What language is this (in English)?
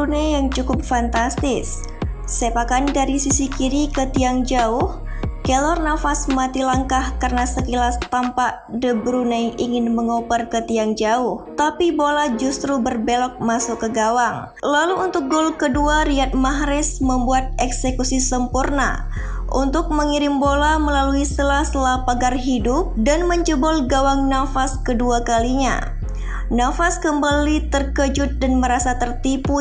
Indonesian